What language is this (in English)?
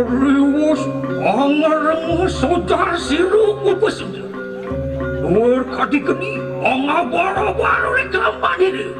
Balinese